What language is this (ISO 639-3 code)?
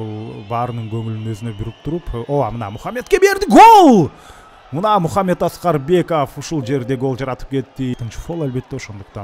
kir